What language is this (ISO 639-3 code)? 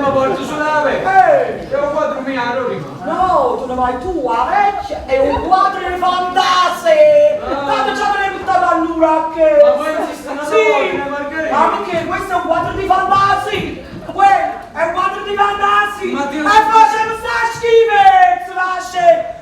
nap